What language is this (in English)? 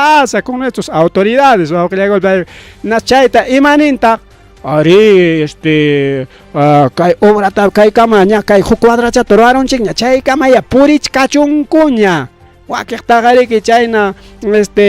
Ayacucho Quechua